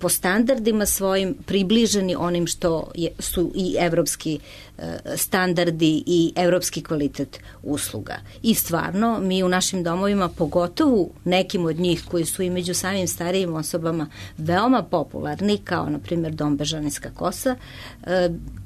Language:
Serbian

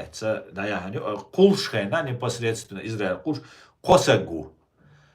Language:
Chechen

